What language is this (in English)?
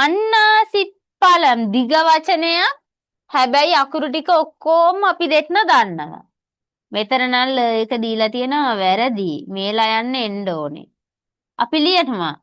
Sinhala